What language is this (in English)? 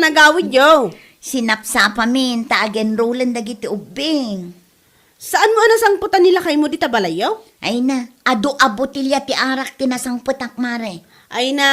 Iloko